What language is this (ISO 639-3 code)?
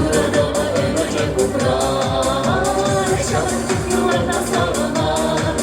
chv